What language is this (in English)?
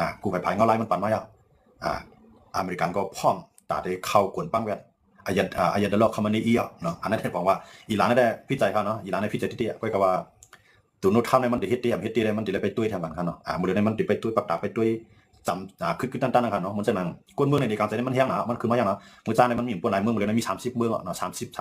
Shan